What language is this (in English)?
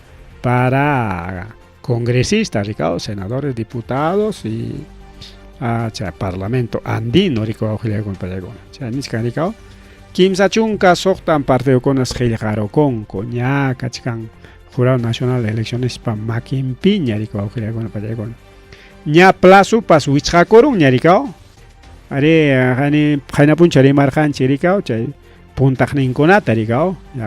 Ayacucho Quechua